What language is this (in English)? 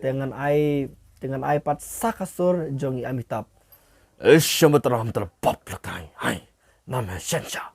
Khasi